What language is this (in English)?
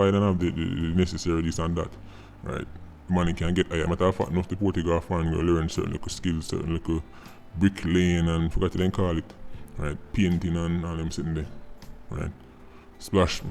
Jamaican Creole English